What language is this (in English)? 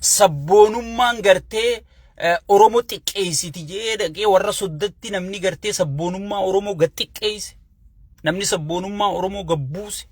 Oromo